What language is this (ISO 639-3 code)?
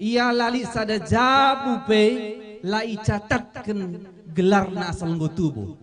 btx